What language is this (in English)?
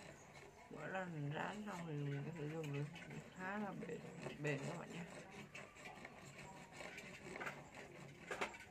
Vietnamese